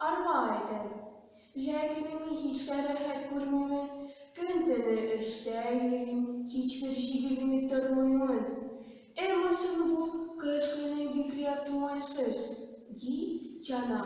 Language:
Tatar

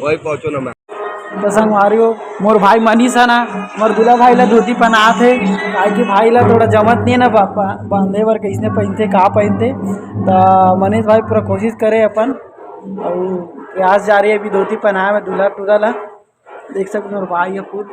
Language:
Chhattisgarhi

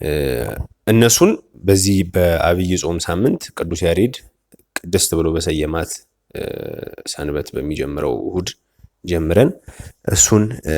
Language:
Amharic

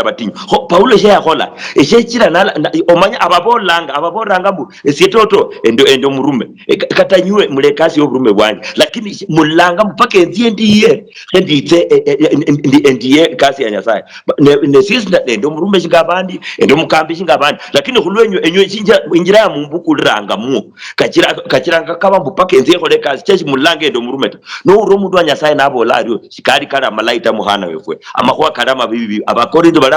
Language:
Luyia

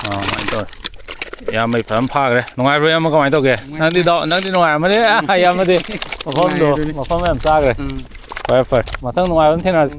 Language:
Manipuri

